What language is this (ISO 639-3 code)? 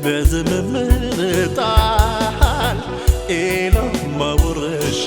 tir